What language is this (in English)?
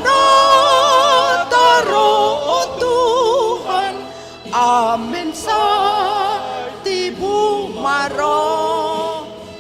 Batak Toba